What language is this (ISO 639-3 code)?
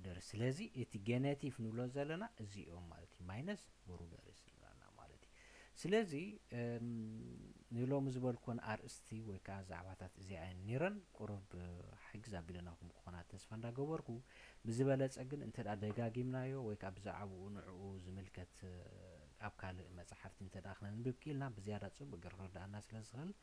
tir